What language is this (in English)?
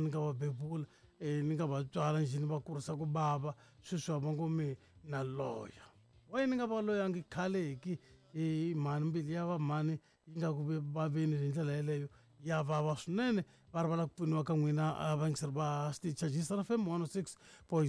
Tsonga